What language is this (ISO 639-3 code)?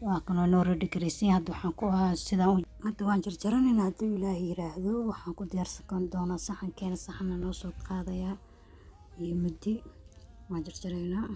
som